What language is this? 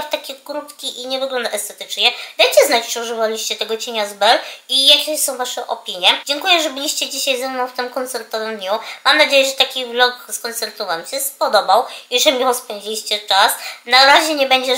Polish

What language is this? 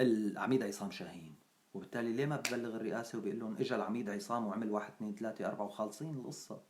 North Levantine Arabic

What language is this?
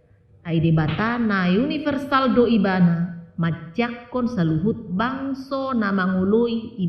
Batak Toba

